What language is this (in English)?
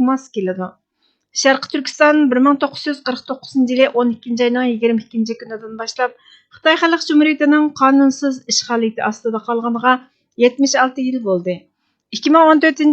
Uyghur